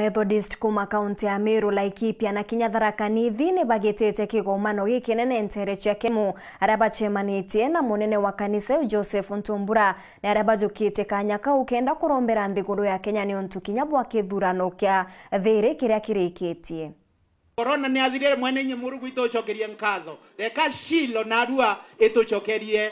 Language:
Meru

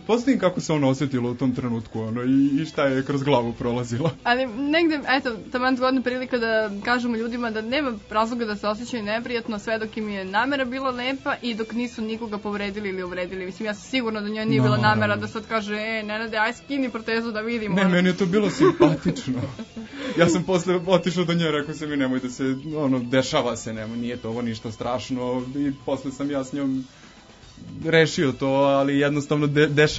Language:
Serbian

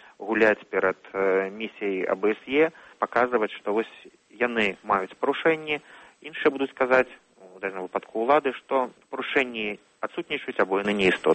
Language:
Belarusian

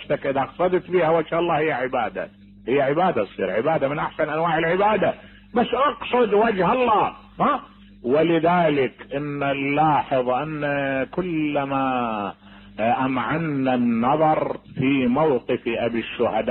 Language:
Mesopotamian Arabic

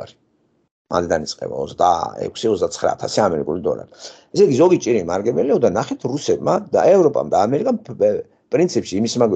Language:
Georgian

